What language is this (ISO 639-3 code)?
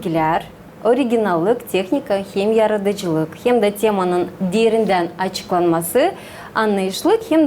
gag